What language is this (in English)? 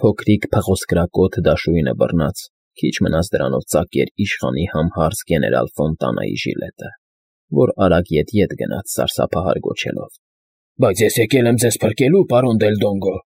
Armenian